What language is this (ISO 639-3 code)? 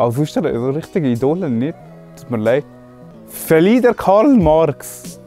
gsw